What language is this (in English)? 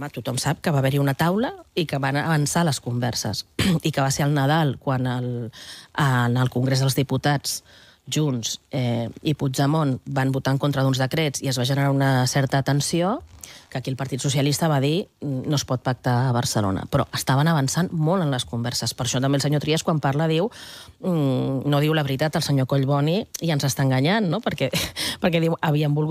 Catalan